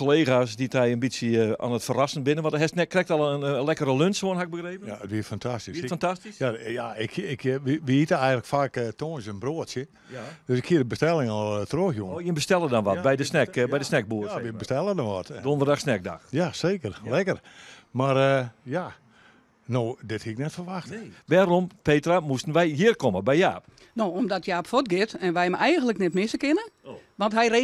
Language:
Western Frisian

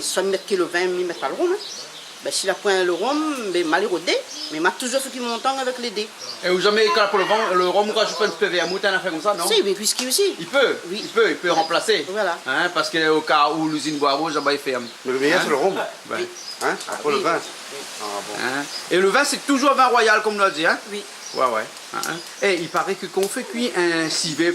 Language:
Réunion Creole French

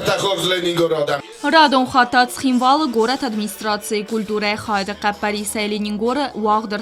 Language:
Ossetic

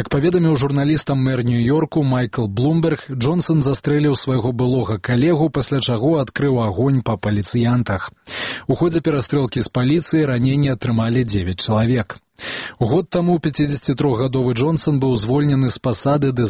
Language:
Belarusian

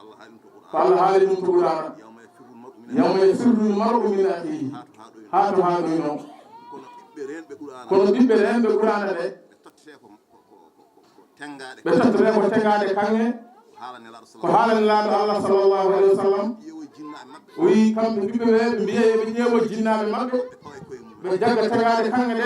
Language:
Fula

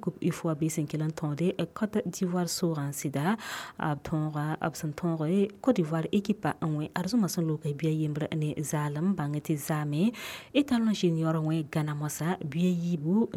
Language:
Mossi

